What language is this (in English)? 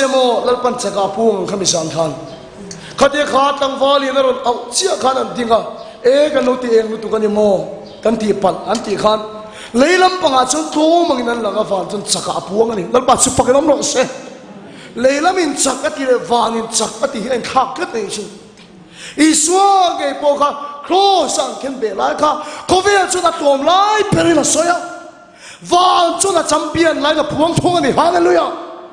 Mizo